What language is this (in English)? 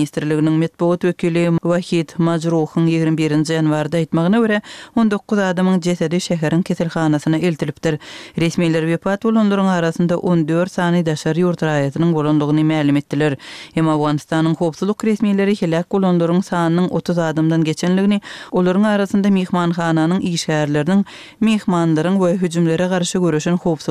Turkmen